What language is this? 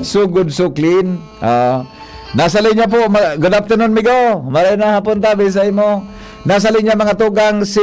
Bikol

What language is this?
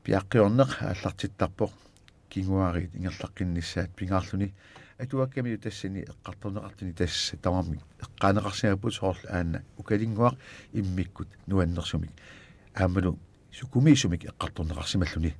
Kalaallisut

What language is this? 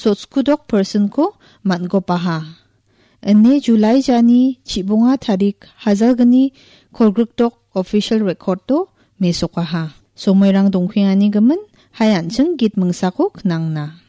Garo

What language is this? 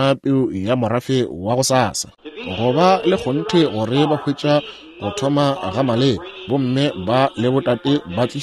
Northern Sotho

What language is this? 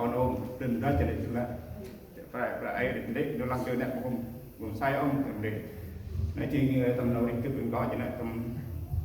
Central Mnong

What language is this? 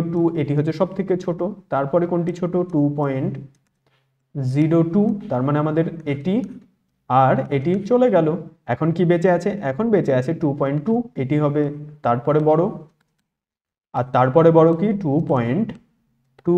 Bangla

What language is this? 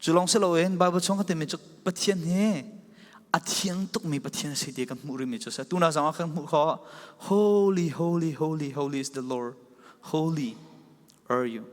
Falam Chin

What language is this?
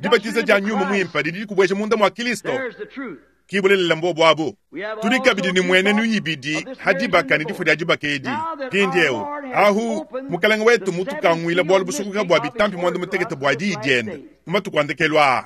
Luba-Lulua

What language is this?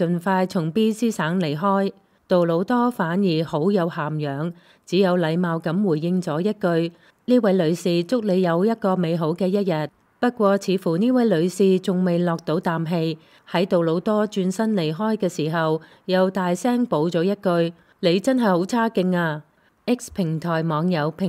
Cantonese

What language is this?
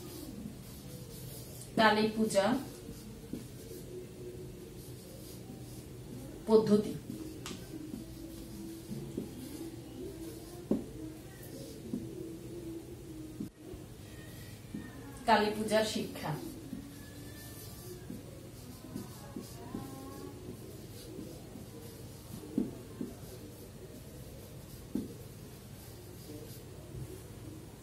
Bangla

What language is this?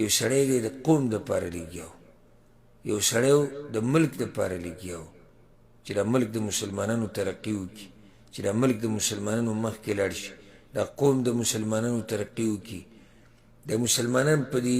Pashto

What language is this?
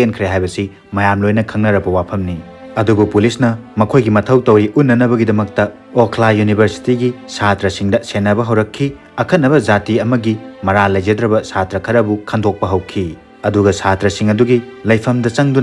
Manipuri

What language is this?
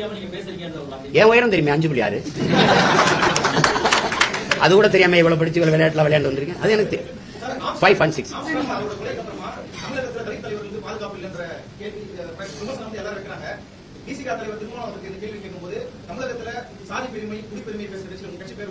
Tamil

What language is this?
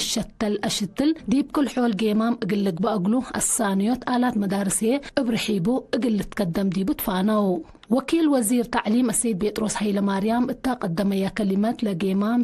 Tigre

